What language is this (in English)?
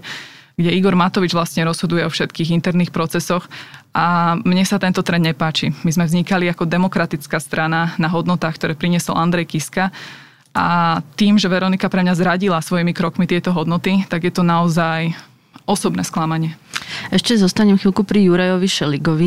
Slovak